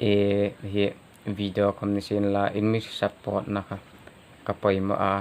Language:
Hmar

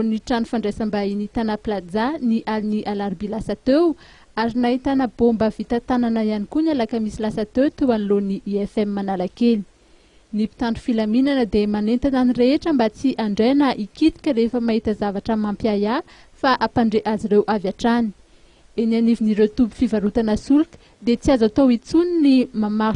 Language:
Malagasy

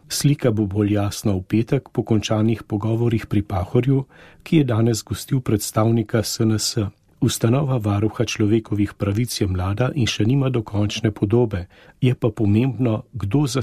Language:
Slovenian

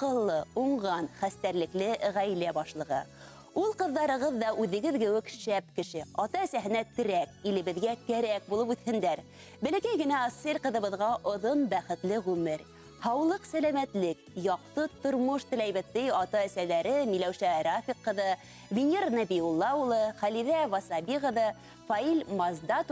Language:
Bashkir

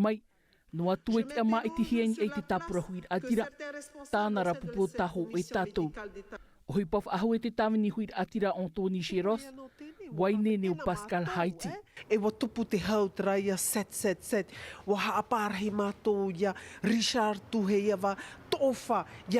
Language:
Tahitian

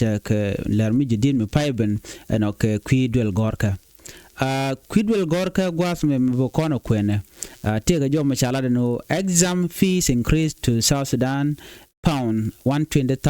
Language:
Nuer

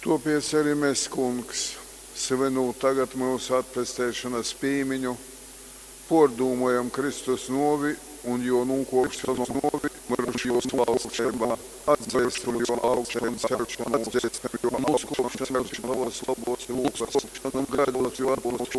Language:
Latgalian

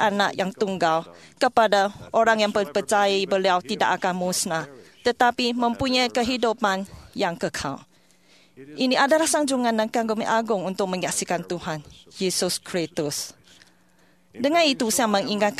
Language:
Malay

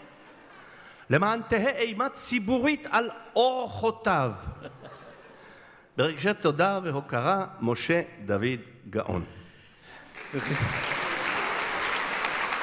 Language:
Hebrew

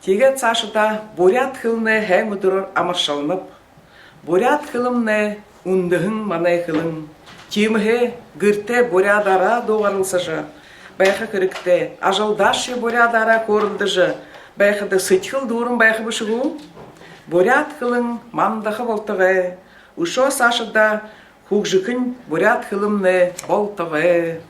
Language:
Buriat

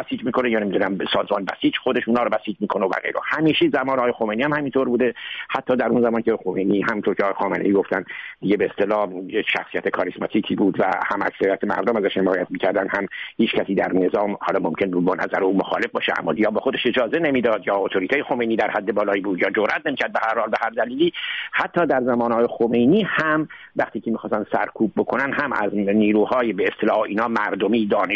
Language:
Persian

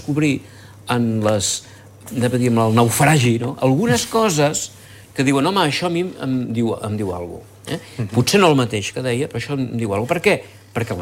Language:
Catalan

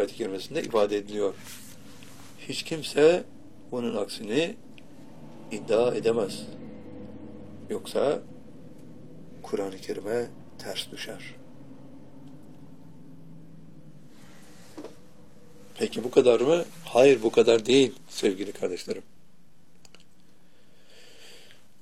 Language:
Turkish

